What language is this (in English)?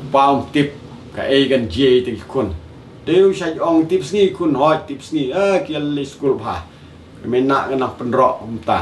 Khasi